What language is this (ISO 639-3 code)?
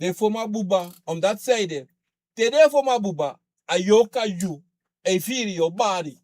srn